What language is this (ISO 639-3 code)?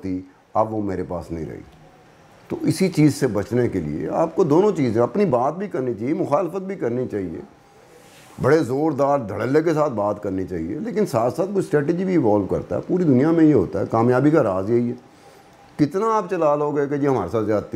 hin